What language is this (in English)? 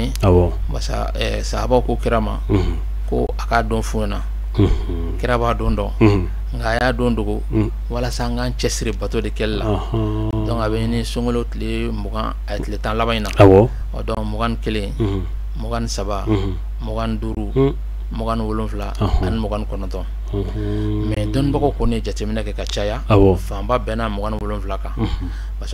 Bambara